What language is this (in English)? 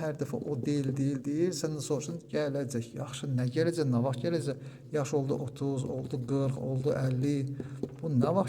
Azerbaijani